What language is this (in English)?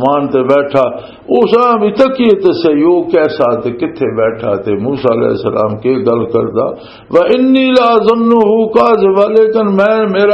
Western Panjabi